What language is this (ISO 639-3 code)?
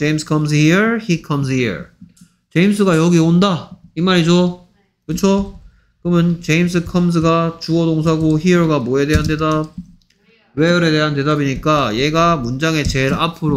kor